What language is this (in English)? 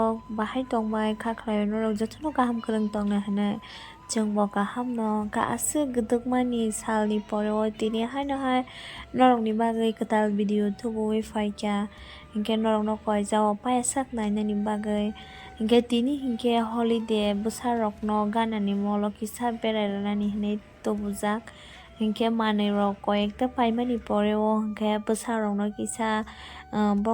Kok Borok